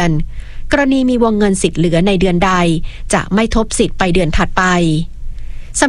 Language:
Thai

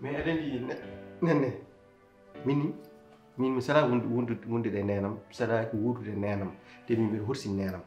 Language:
Fula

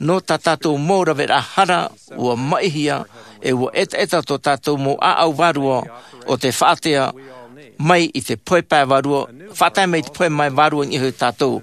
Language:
Tahitian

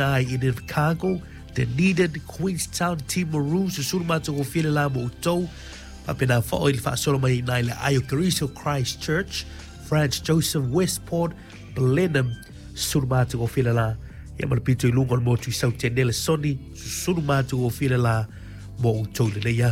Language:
Samoan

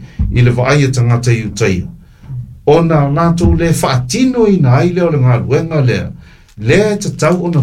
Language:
Samoan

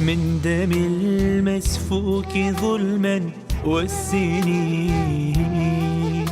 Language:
Mesopotamian Arabic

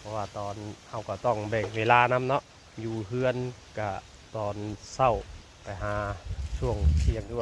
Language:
Northeastern Thai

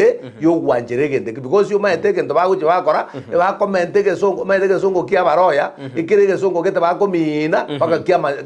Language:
Gusii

